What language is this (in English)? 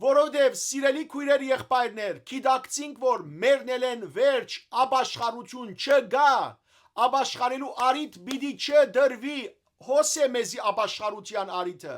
Western Armenian